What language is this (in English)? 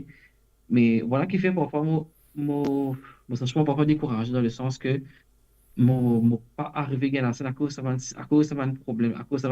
Morisyen